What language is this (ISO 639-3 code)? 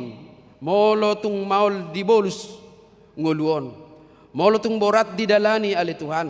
bbc